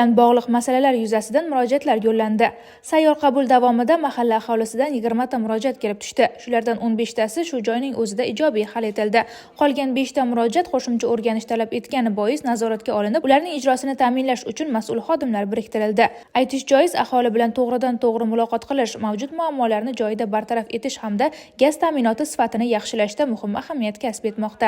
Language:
Uzbek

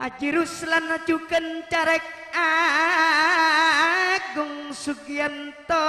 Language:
Madurese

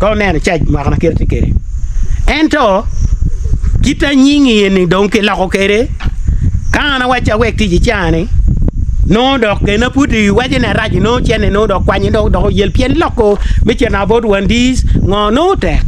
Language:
Acoli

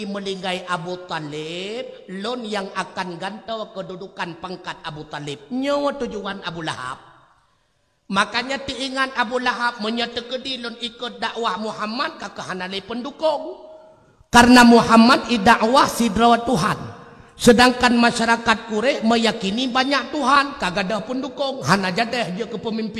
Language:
Achinese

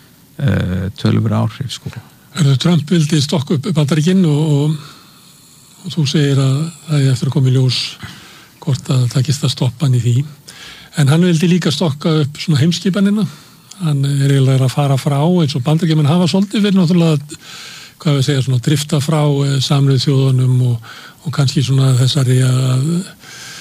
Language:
Icelandic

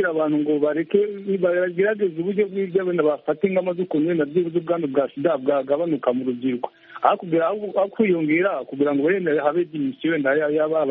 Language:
Kinyarwanda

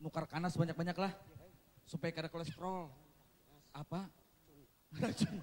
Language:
Banjar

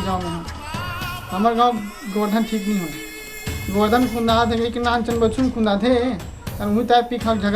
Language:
Chhattisgarhi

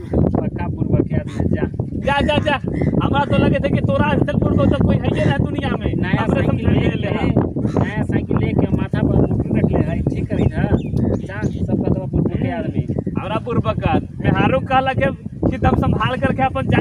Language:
Magahi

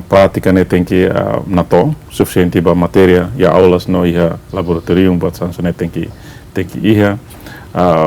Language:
Tetum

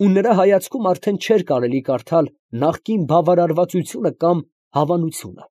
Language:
Armenian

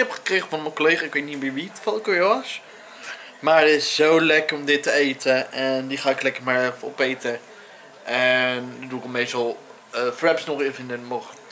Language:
Dutch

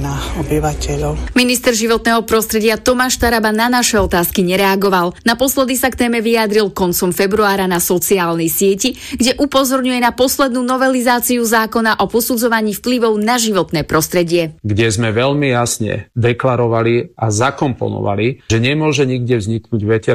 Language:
Slovak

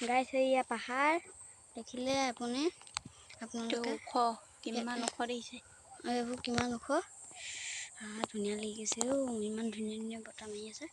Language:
Assamese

